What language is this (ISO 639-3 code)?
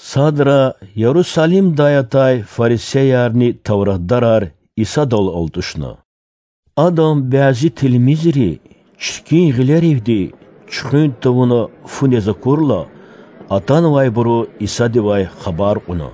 lez